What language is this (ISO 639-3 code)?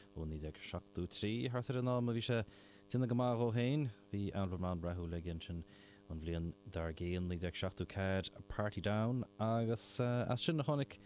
gle